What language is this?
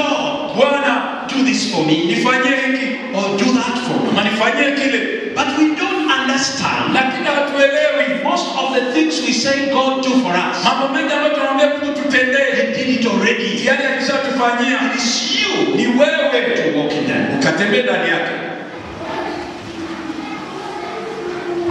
Swahili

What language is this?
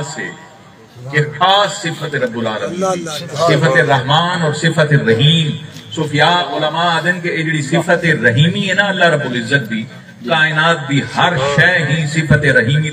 Saraiki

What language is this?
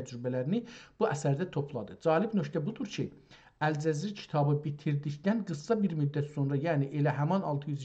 South Azerbaijani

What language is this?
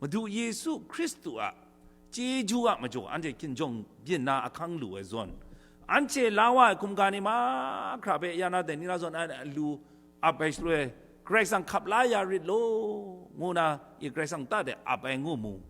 Kachin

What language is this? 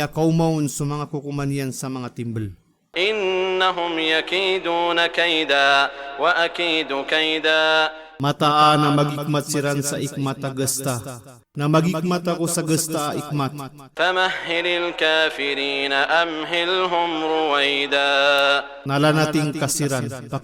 Maranao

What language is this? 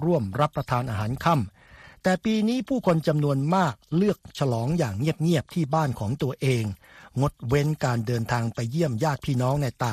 Thai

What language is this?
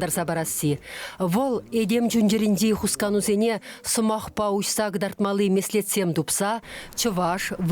Chuvash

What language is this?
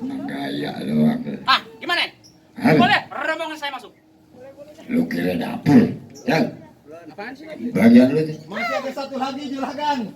Betawi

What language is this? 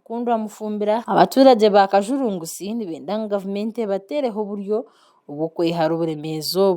Nyankole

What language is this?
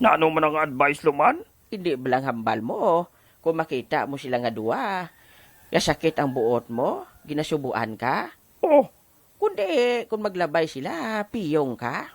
Hiligaynon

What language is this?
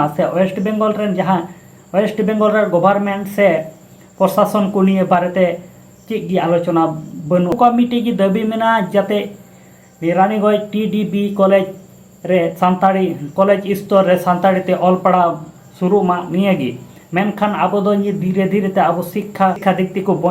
Santali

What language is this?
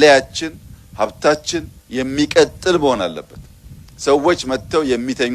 Amharic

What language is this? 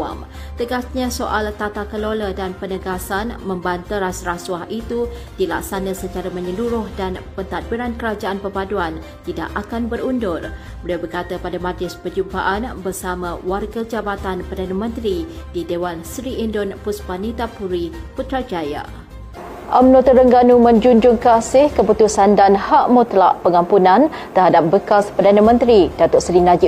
Malay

